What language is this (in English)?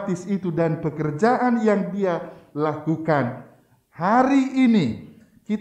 Indonesian